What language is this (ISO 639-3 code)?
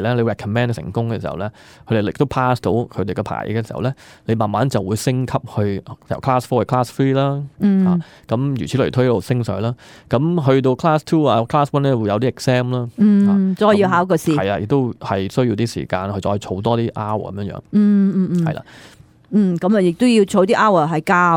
yue